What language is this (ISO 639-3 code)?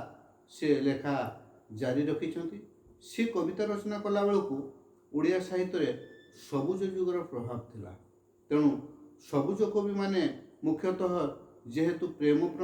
ori